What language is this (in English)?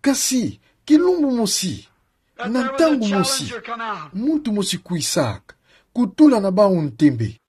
Kituba (Democratic Republic of Congo)